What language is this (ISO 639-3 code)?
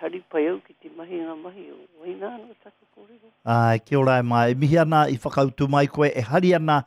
mri